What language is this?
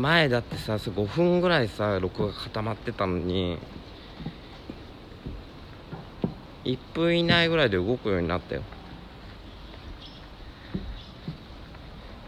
Japanese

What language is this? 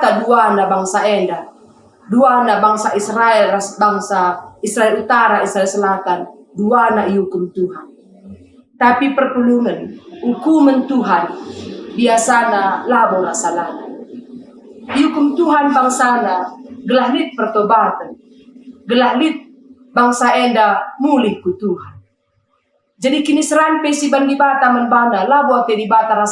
Batak Karo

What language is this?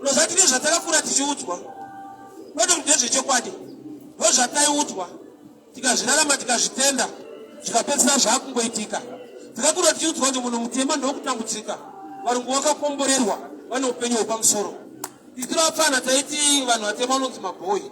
Shona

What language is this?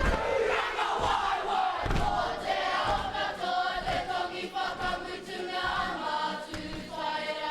Māori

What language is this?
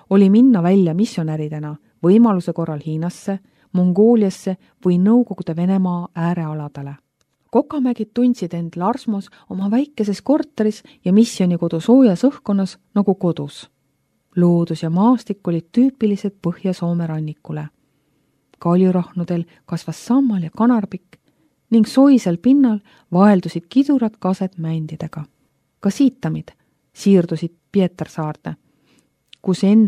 Estonian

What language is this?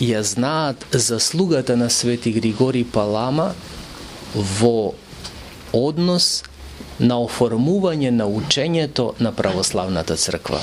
Macedonian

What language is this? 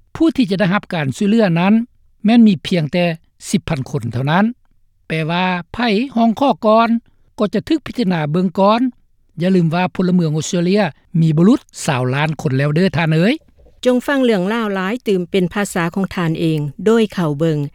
Lao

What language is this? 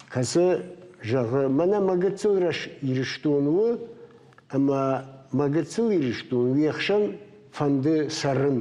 Ossetic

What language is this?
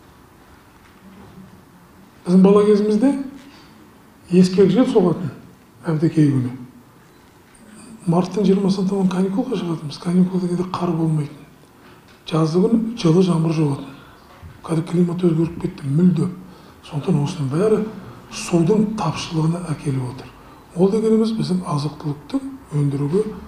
Kazakh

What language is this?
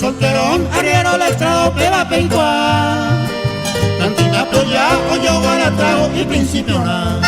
Guarani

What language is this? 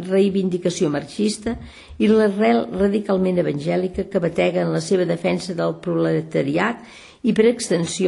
Catalan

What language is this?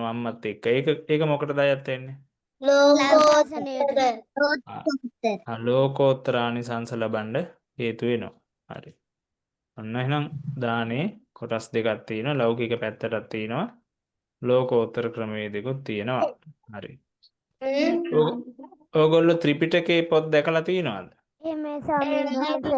Sinhala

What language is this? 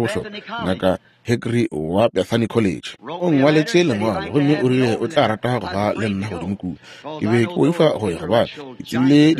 Northern Sotho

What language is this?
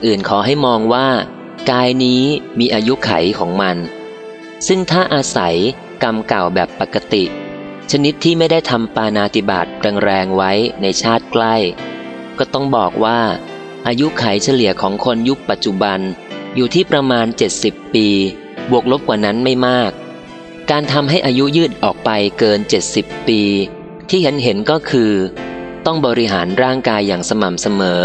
Thai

